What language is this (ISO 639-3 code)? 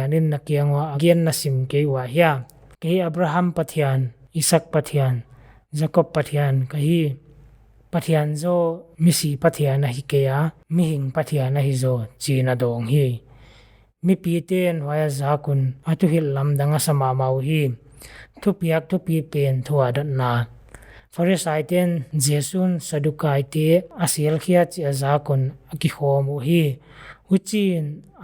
pck